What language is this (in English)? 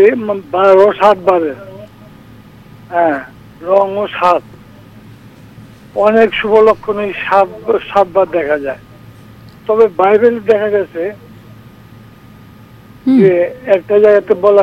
Bangla